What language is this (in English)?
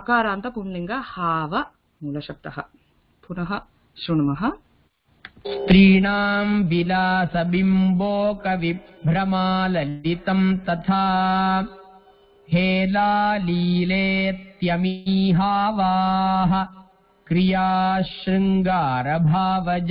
Sanskrit